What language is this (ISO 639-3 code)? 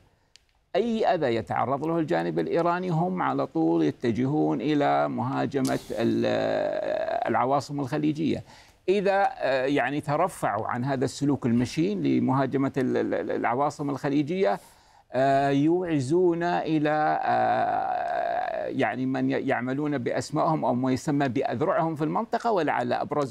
ara